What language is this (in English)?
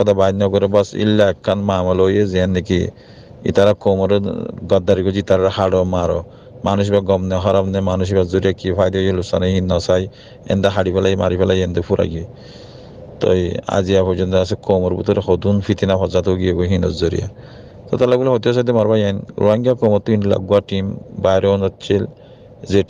Rohingya